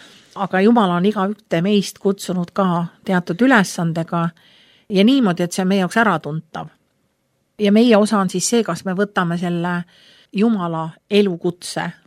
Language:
Estonian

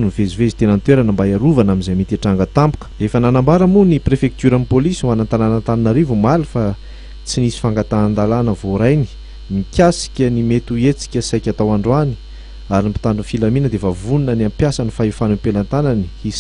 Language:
Malagasy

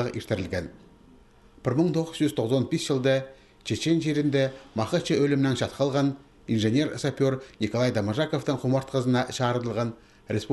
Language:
Khakas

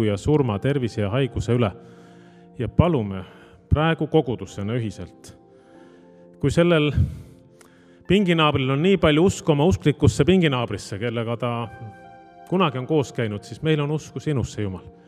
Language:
Estonian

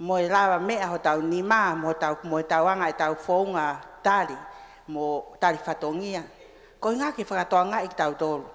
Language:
Tongan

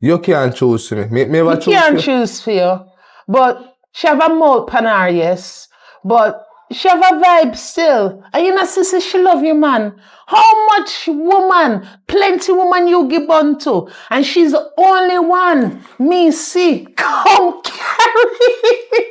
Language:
Jamaican Creole English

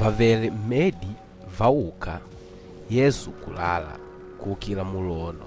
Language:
Makonde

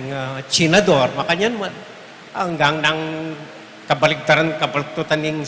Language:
Pampanga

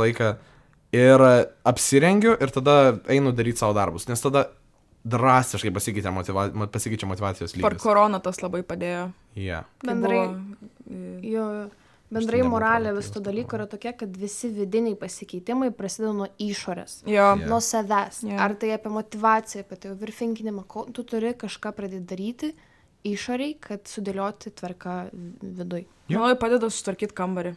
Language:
Lithuanian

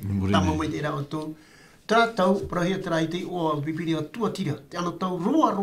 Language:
Tahitian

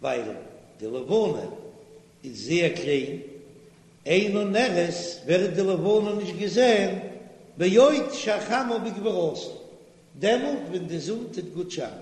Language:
Yiddish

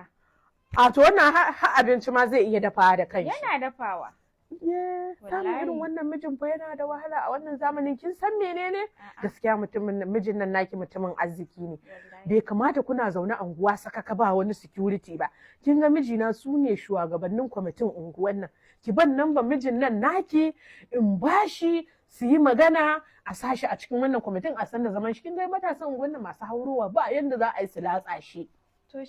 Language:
Hausa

